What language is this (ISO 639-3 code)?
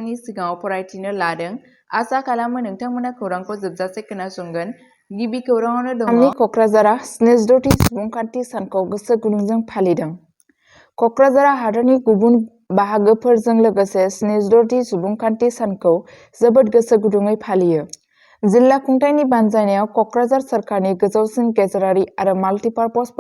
brx